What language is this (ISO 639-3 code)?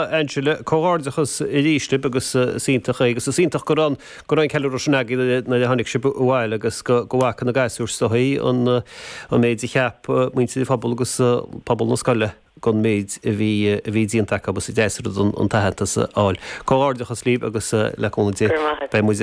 gle